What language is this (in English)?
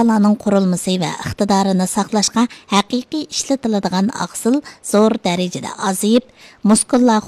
Uyghur